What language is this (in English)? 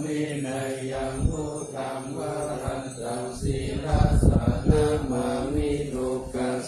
Pali